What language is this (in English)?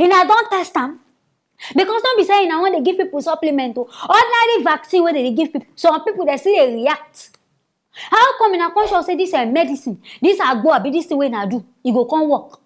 Nigerian Pidgin